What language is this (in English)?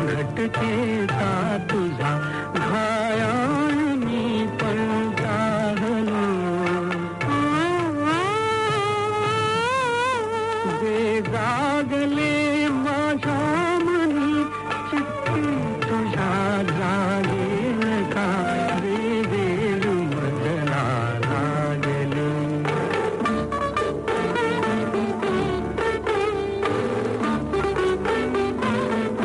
Marathi